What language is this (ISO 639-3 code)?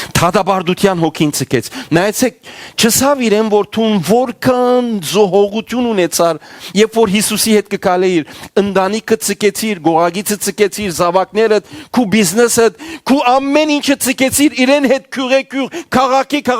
hyw